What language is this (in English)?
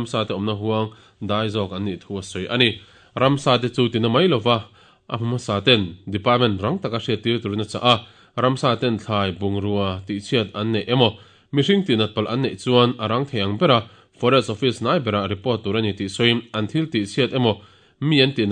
Mizo